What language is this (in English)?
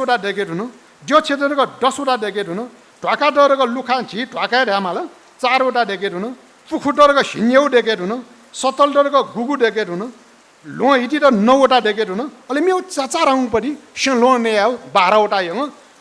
Newari